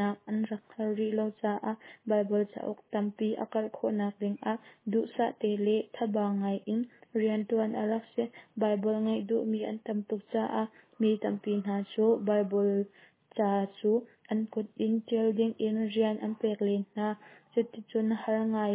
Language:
Hakha Chin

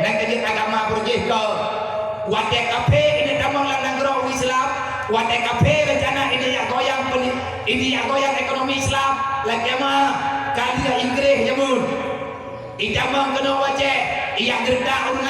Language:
Achinese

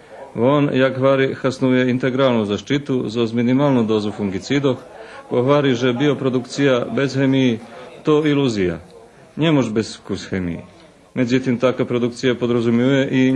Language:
Rusyn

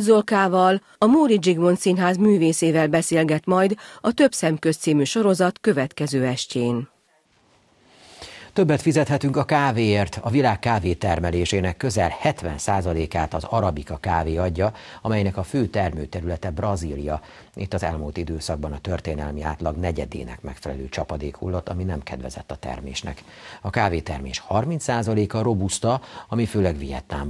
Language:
Hungarian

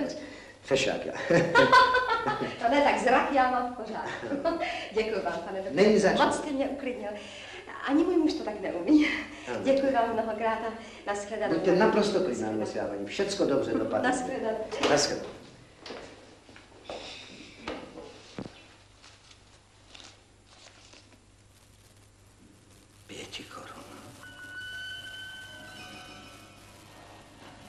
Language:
Czech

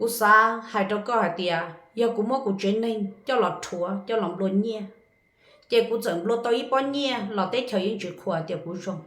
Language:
Hmong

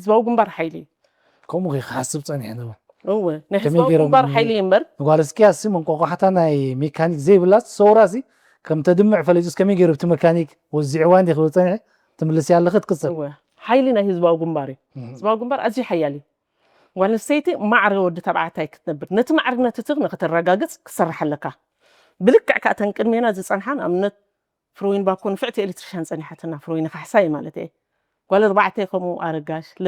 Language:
Tigrinya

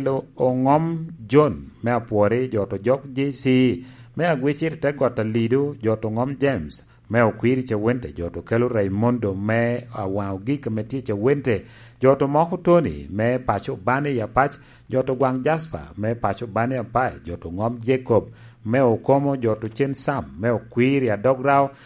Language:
Lango (Uganda)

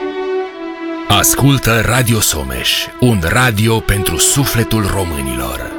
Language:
Romanian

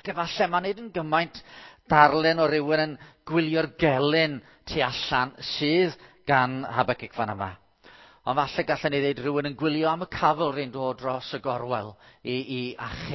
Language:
Welsh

